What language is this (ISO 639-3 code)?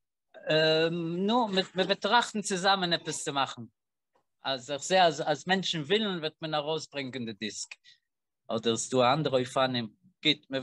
yid